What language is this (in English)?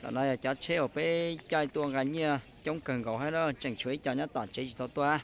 Hmong